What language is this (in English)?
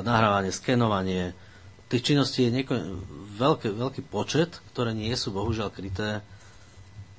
Slovak